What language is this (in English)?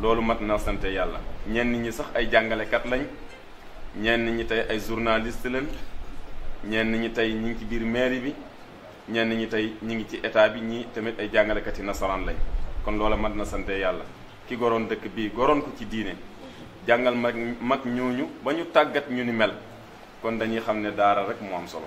Wolof